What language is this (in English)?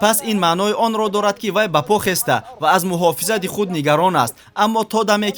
Tajik